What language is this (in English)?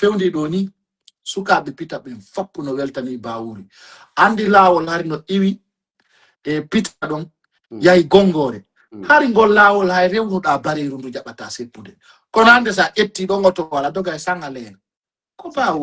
Fula